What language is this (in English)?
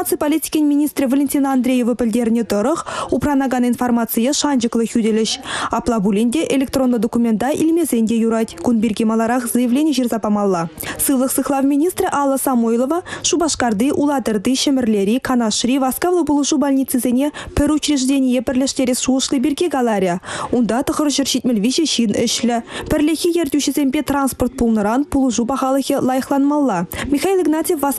Chuvash